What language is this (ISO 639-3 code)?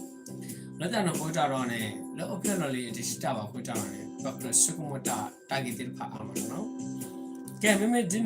ksw